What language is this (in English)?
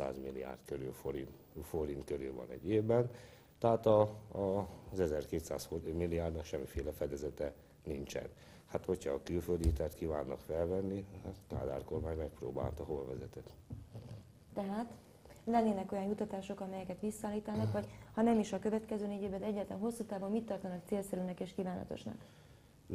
Hungarian